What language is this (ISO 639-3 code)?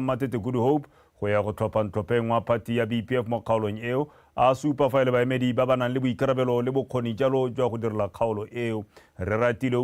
tsn